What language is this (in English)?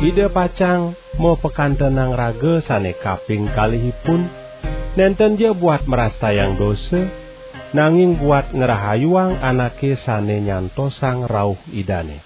Balinese